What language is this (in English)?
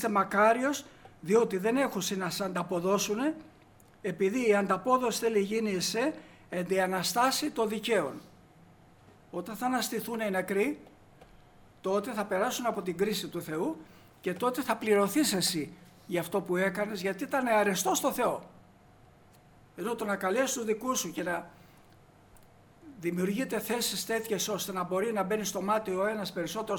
Greek